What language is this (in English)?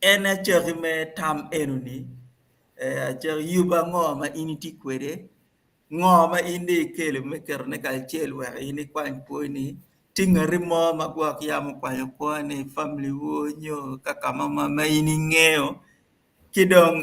Acoli